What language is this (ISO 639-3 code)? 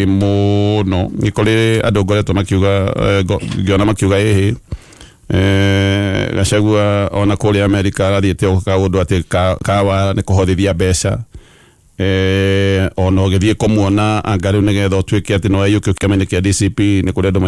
kik